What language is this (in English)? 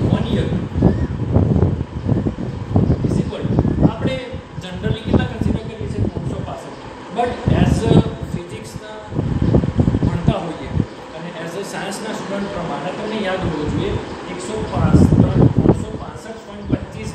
Gujarati